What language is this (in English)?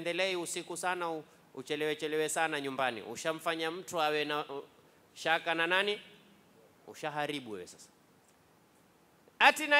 Swahili